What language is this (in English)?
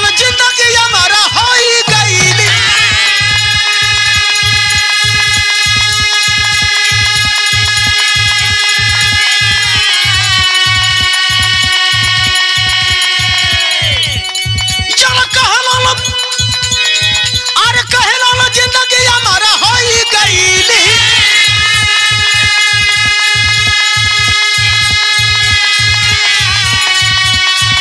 Bhojpuri